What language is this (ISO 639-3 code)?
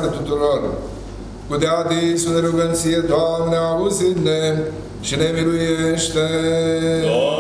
ron